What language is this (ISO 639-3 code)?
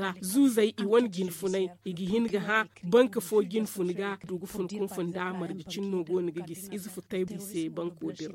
dje